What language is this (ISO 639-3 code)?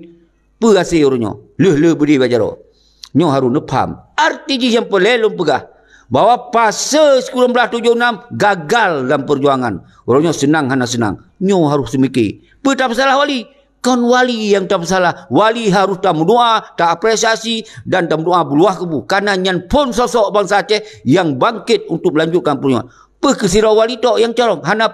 ace